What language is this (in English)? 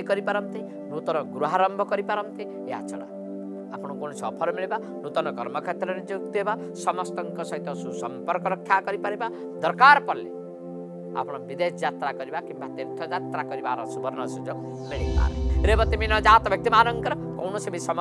Odia